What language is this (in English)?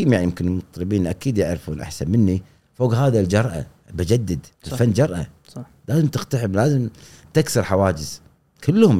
Gulf Arabic